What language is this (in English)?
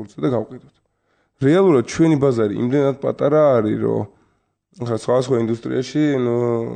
Georgian